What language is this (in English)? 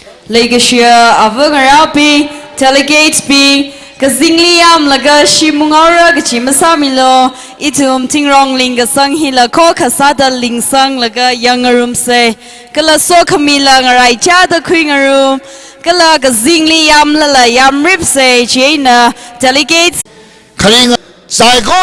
Tangkhul Naga (India)